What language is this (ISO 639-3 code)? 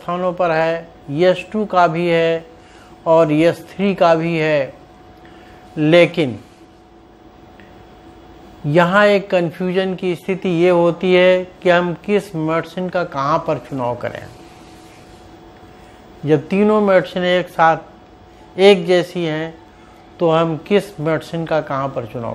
hin